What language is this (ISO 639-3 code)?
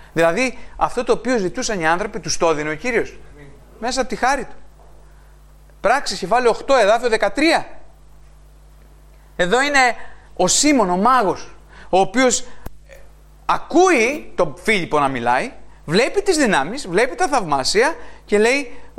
ell